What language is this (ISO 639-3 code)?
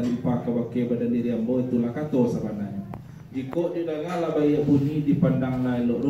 min